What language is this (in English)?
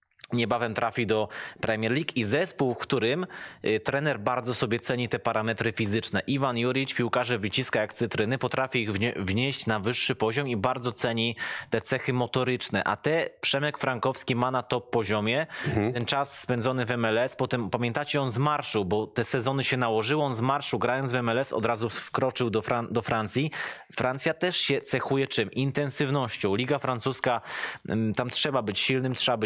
Polish